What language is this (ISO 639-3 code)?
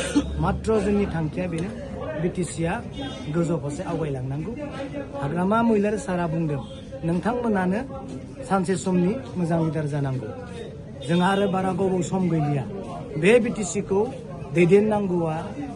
brx